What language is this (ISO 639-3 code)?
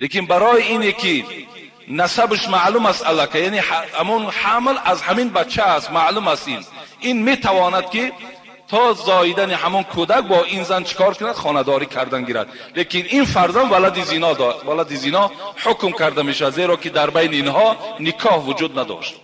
tgk